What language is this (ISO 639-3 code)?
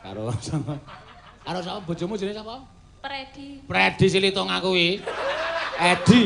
jav